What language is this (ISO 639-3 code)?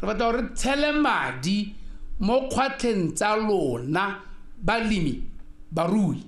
tsn